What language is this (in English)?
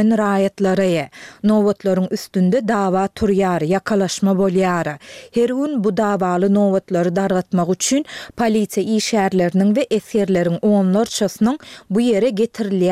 Turkmen